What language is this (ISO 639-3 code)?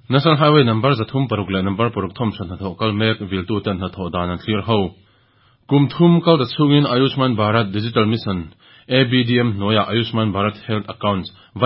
lus